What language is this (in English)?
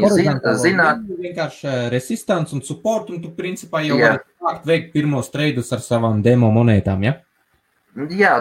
Latvian